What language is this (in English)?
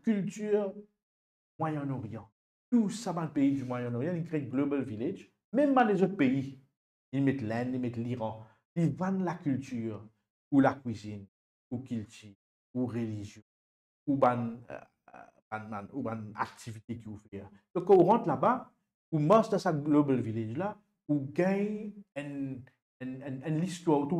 Morisyen